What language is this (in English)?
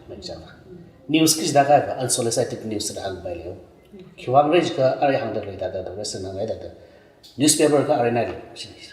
Tangkhul Naga (India)